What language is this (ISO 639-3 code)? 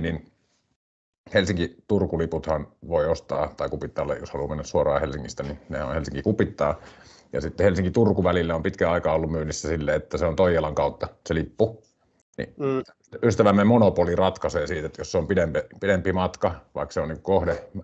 fin